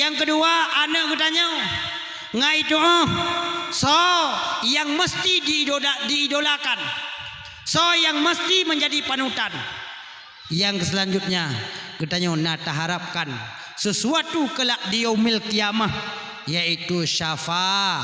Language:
Achinese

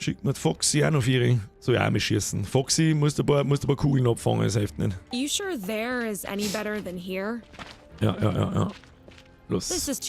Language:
Bavarian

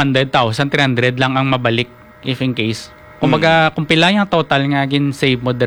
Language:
Hiligaynon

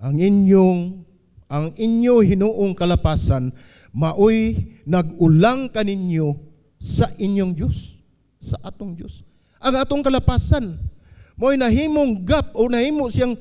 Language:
Cebuano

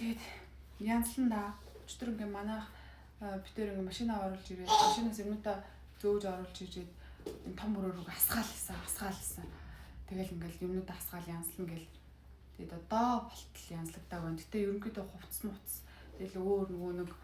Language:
Mongolian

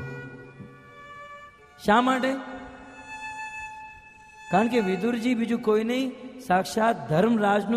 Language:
Gujarati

